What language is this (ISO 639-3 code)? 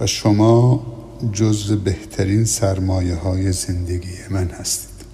fas